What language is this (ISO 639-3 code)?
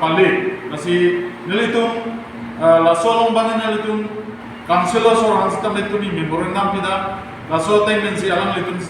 mjw